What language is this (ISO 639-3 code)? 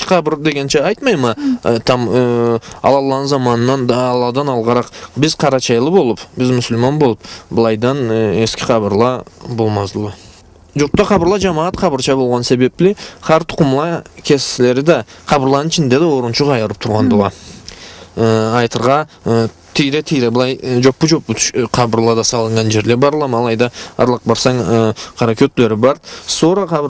krc